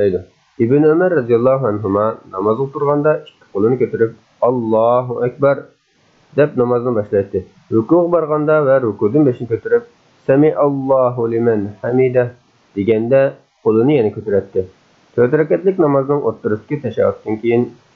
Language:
Uyghur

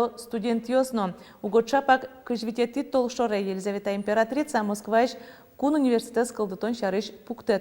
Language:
Udmurt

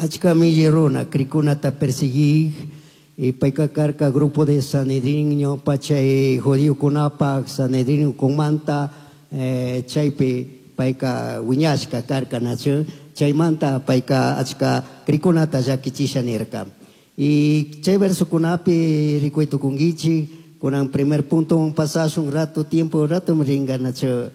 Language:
Chimborazo Highland Quichua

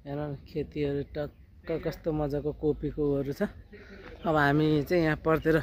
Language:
Nepali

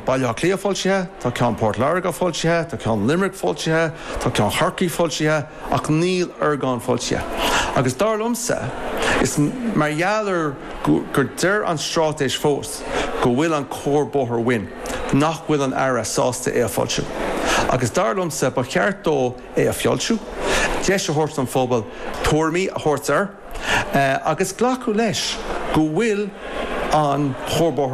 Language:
Irish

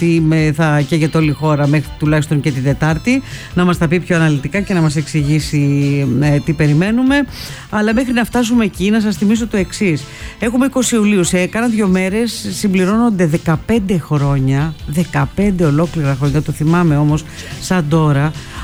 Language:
Greek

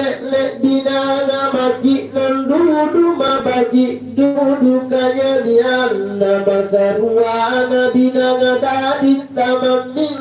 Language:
Makasar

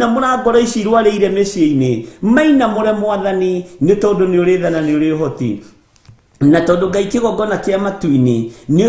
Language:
Kikuyu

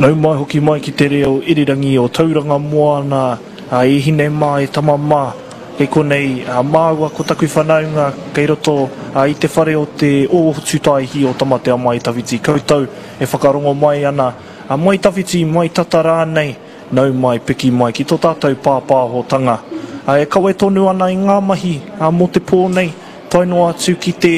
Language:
Māori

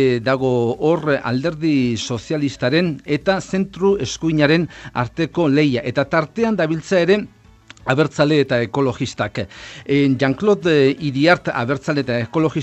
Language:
Basque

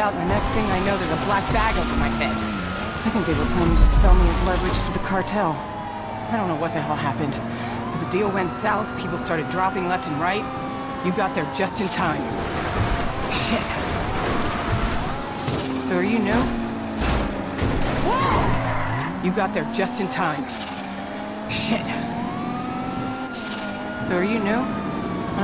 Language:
English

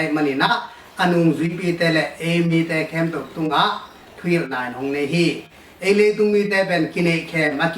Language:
Tedim Chin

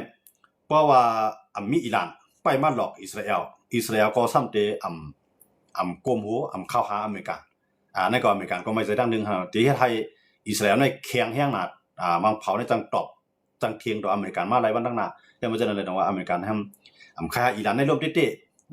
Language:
Shan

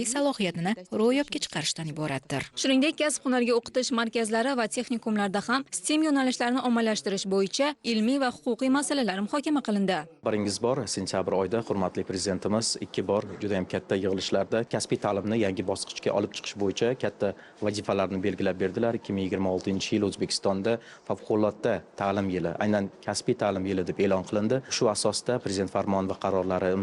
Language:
Uzbek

